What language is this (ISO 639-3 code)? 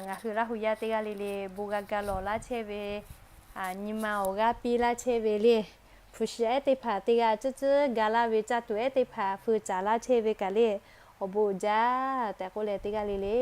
lhu